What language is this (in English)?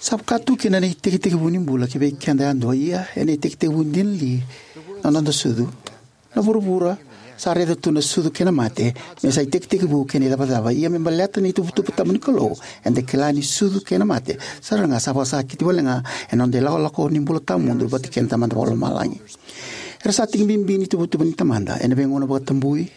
Fijian